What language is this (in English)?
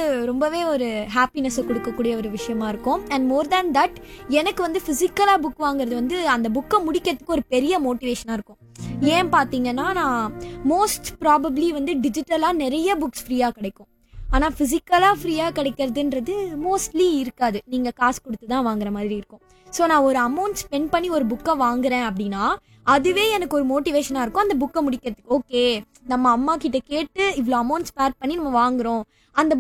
Tamil